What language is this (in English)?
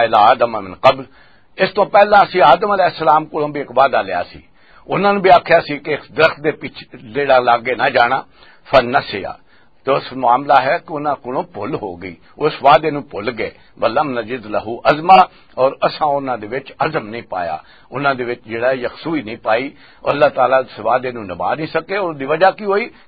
Western Panjabi